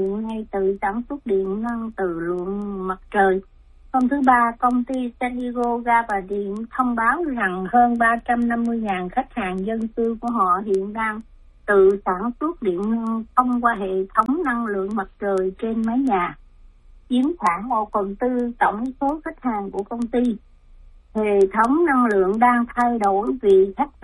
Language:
Vietnamese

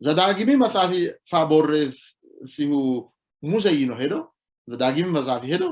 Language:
Sidamo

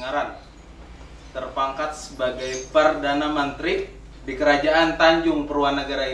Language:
Banjar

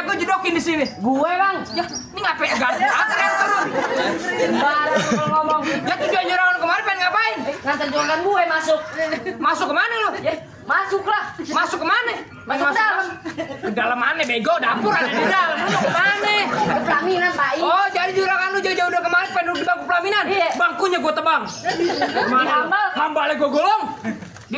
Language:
Betawi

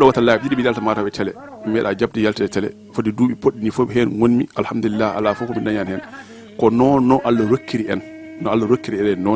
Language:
Fula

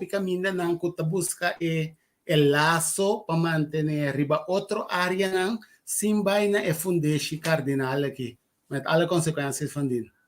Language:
Papiamento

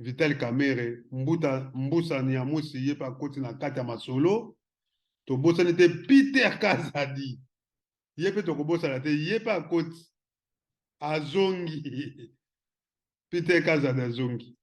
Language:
Lingala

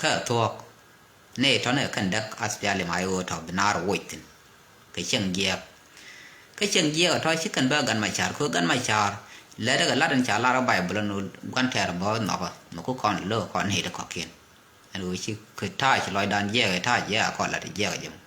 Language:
Nuer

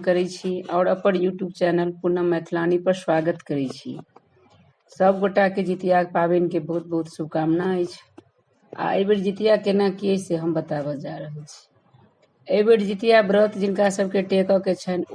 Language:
Maithili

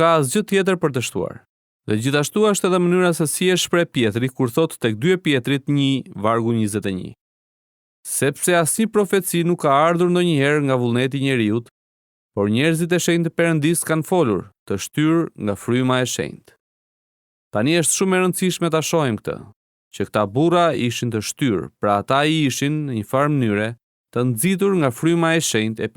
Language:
Albanian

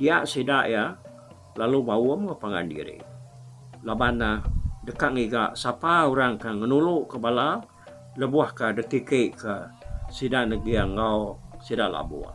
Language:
Iban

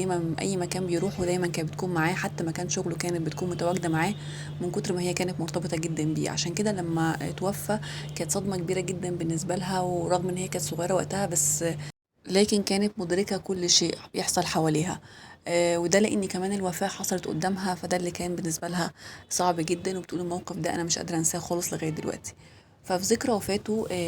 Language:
Egyptian Arabic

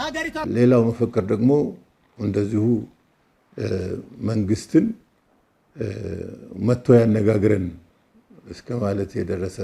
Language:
Amharic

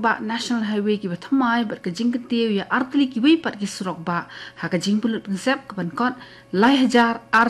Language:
Khasi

